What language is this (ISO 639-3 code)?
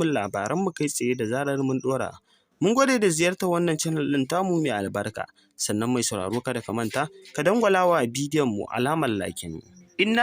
hau